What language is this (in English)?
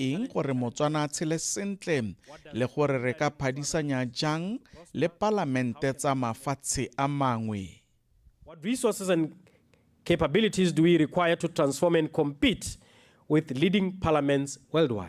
Tswana